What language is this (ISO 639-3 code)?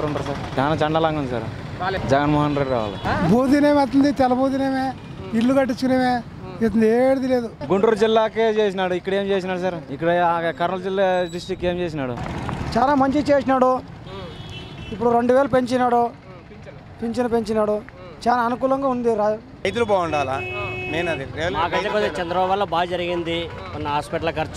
tel